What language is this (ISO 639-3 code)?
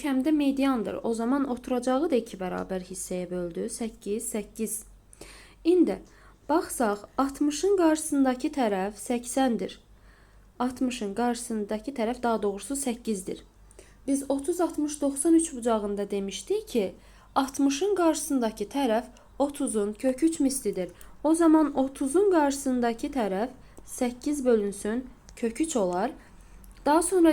aze